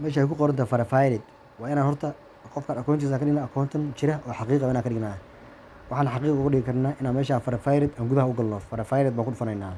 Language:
Somali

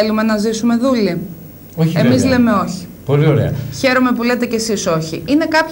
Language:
Greek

